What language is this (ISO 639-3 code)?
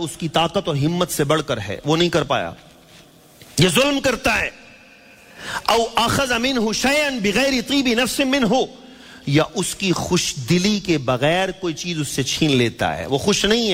urd